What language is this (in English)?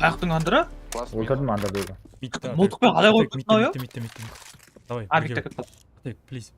Kara-Kalpak